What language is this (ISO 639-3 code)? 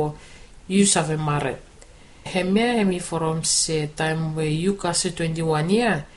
bis